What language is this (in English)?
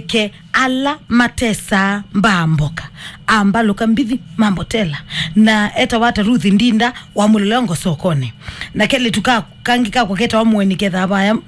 Kamba